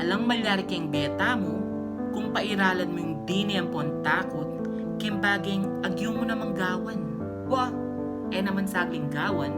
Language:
Pampanga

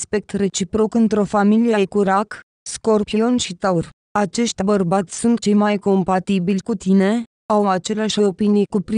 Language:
Romanian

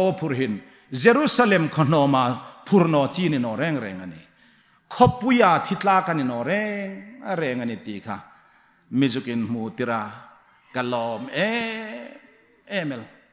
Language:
Hmar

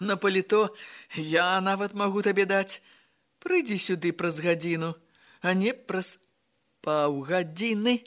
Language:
Belarusian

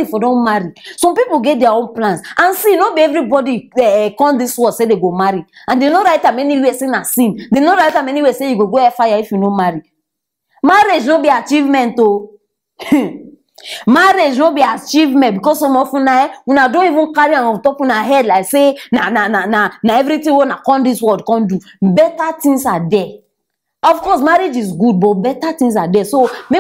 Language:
Nigerian Pidgin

